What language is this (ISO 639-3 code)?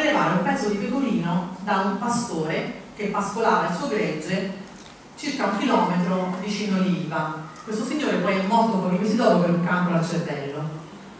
ita